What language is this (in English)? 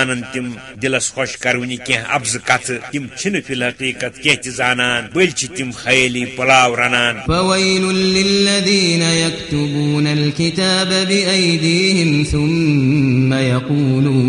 Kashmiri